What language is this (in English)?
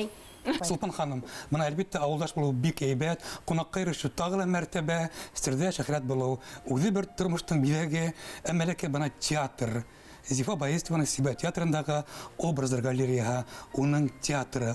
Bashkir